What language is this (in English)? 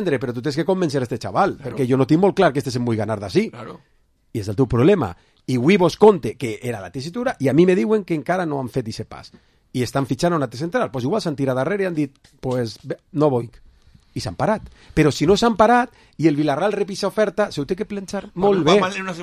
Catalan